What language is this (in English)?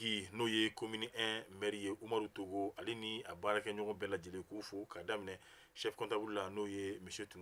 Bambara